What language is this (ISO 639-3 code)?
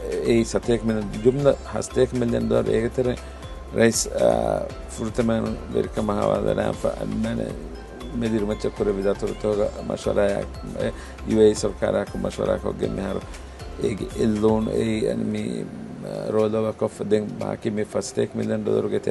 div